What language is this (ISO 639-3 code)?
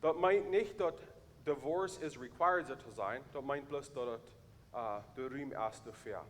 pdt